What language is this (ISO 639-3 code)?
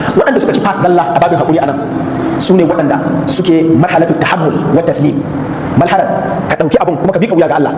hau